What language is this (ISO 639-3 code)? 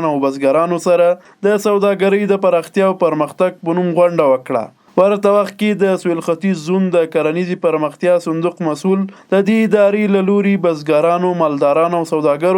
pus